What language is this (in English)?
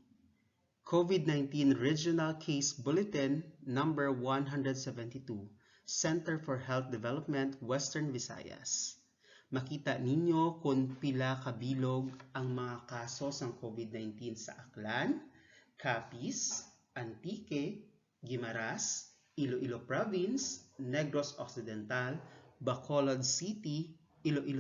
Hiligaynon